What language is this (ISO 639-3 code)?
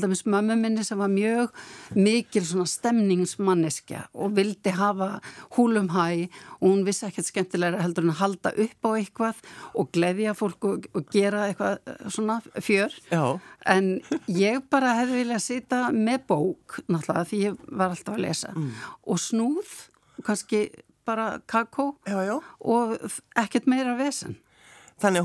isl